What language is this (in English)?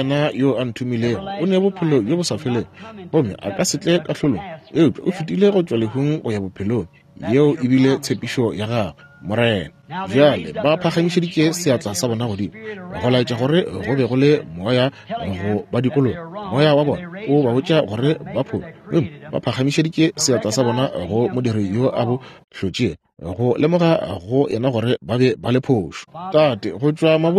Northern Sotho